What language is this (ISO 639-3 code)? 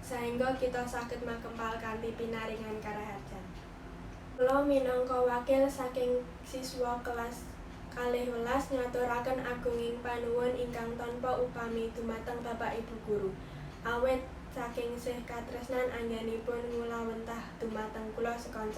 jav